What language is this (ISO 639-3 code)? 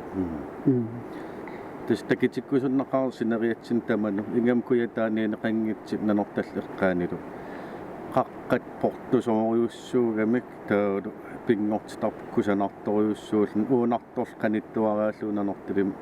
kal